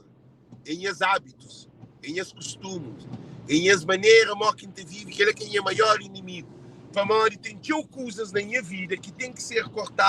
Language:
Kabuverdianu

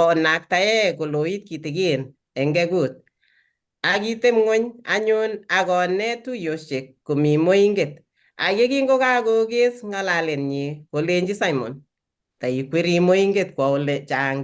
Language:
Kalenjin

